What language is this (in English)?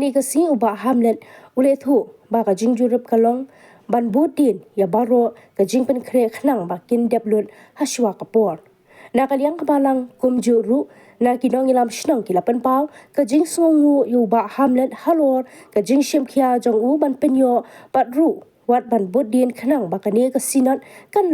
Khasi